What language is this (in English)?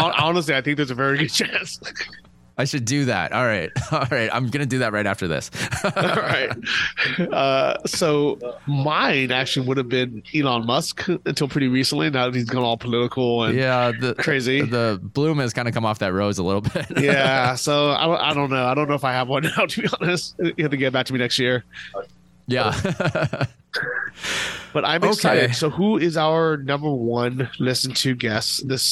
English